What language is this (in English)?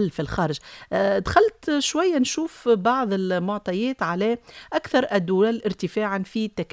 Tunisian Arabic